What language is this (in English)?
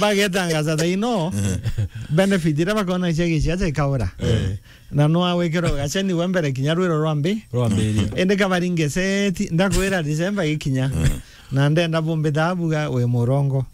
Meru